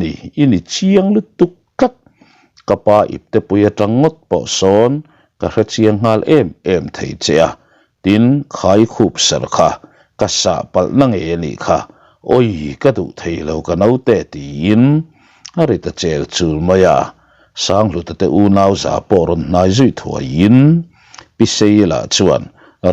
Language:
Mizo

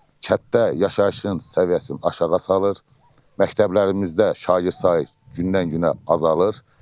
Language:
Azerbaijani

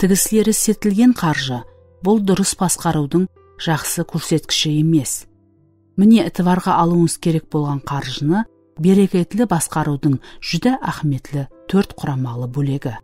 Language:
Kara-Kalpak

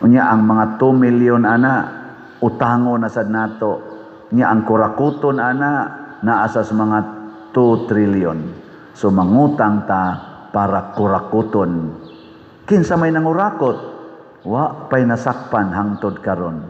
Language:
Cebuano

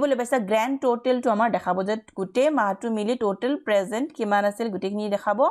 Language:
Assamese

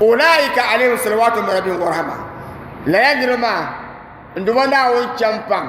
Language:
Dagbani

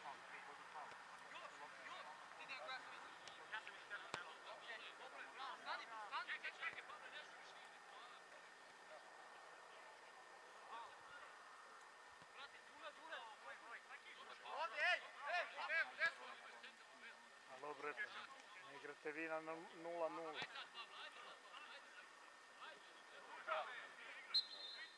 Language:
Serbian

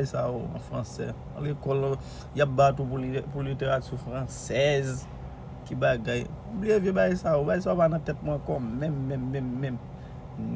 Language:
Haitian Creole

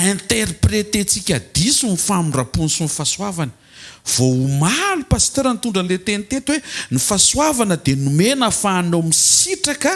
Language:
Malagasy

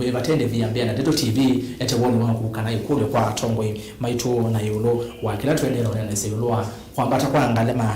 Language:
Kamba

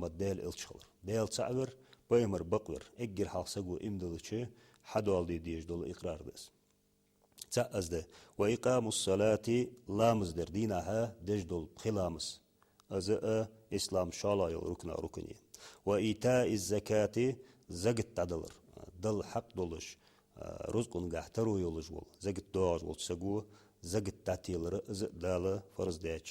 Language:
Ingush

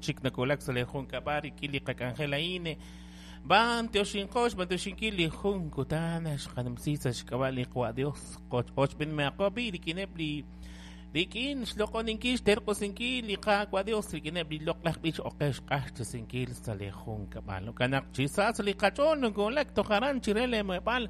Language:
Kekchí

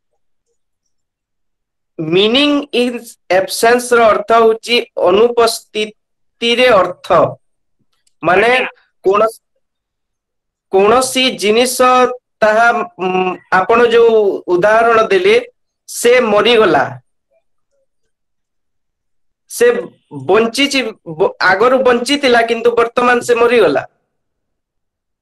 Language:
Odia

